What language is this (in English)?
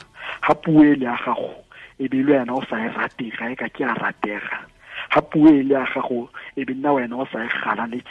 Tswana